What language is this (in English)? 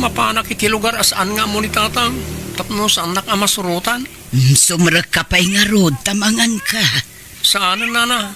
Iloko